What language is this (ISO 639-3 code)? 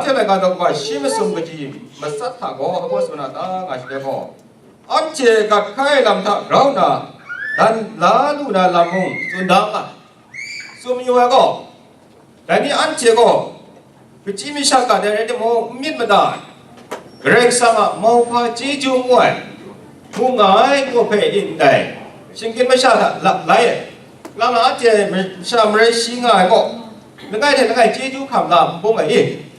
kac